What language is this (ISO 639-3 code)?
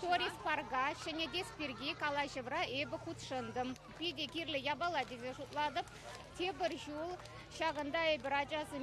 chv